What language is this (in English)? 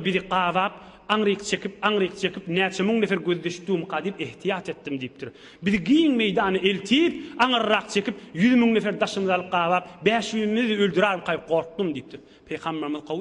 Turkmen